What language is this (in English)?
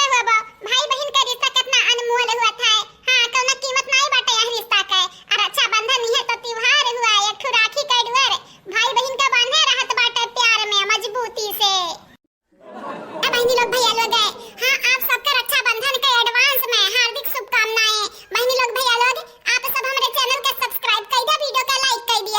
Awadhi